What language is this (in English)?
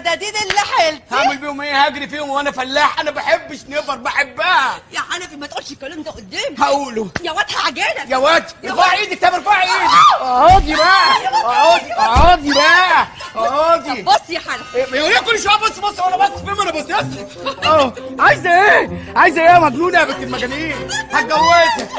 Egyptian Arabic